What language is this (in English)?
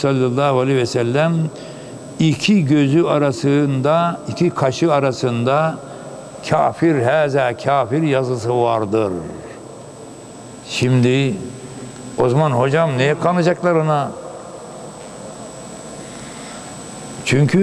Turkish